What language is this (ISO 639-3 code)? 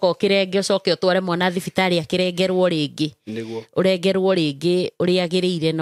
kik